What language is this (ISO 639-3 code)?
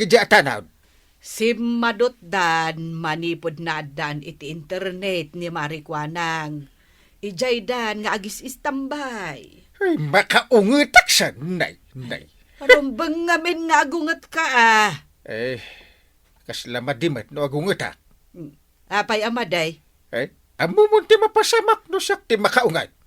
ilo